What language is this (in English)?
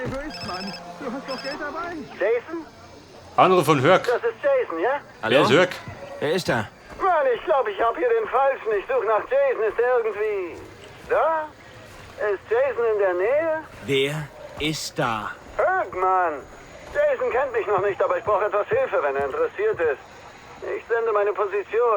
Bavarian